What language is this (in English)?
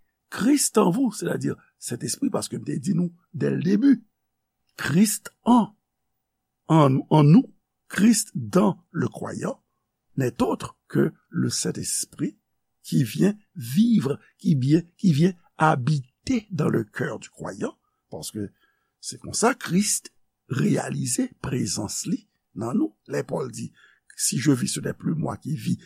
Haitian Creole